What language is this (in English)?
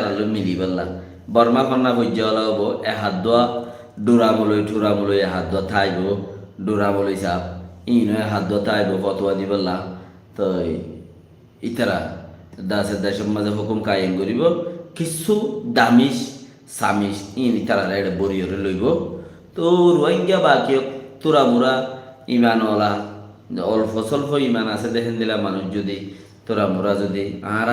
Rohingya